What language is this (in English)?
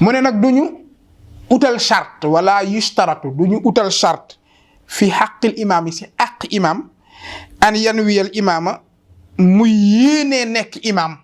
Wolof